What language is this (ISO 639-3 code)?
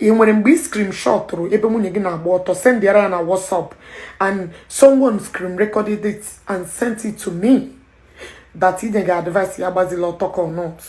ibo